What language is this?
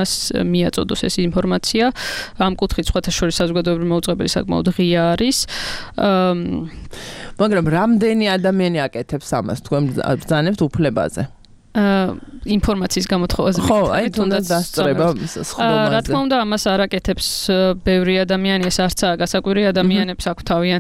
Georgian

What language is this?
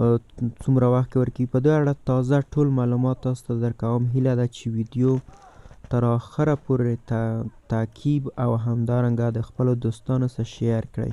Pashto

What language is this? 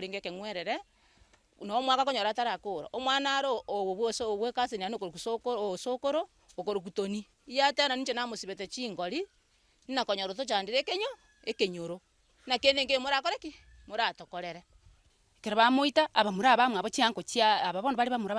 Gusii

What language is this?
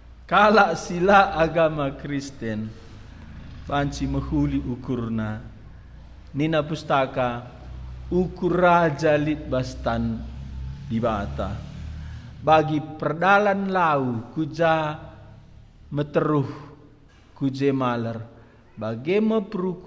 Batak Karo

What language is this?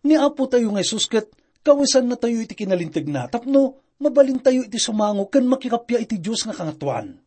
Iloko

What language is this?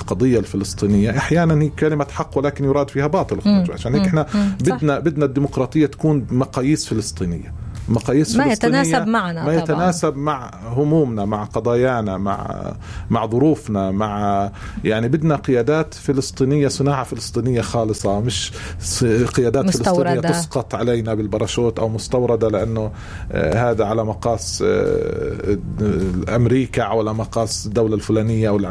North Levantine Arabic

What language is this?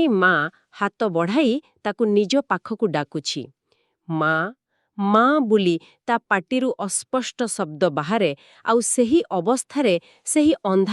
Odia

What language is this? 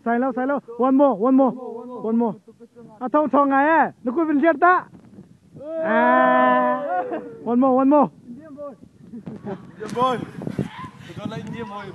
Hakha Chin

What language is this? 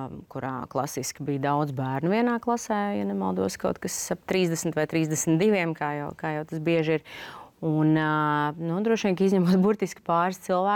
Latvian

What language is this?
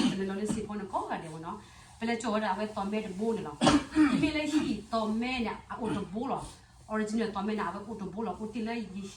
S'gaw Karen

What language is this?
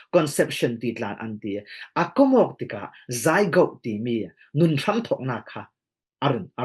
Falam Chin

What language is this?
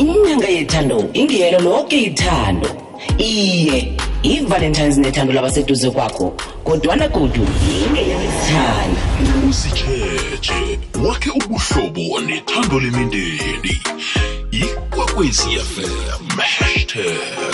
South Ndebele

